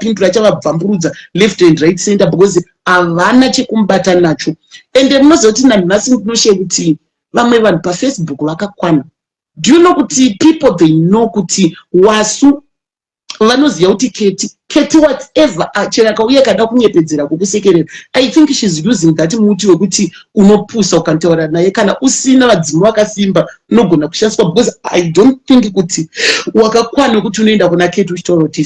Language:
Shona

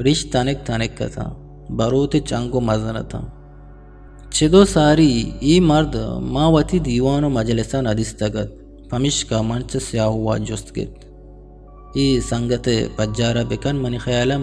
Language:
Eastern Balochi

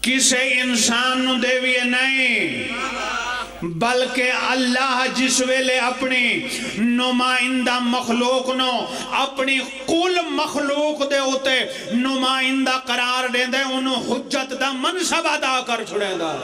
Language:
Pahari-Potwari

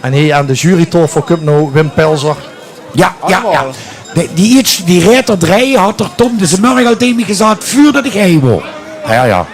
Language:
Limburgish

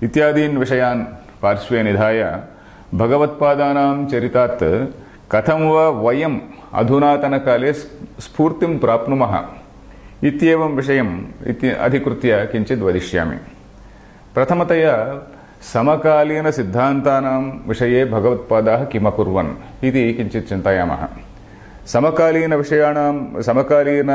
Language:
Sanskrit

